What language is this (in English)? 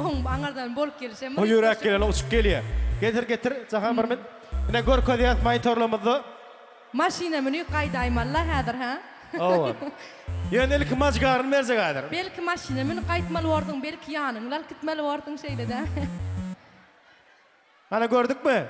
Turkmen